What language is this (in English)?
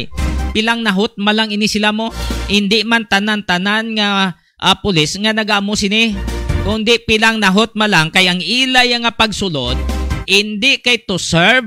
Hiligaynon